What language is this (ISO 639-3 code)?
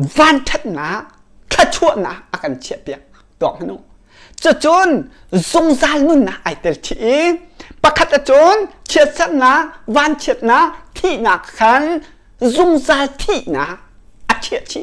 cnh